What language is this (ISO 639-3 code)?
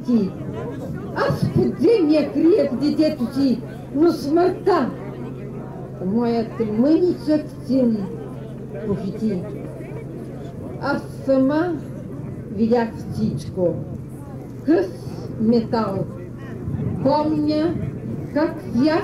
bul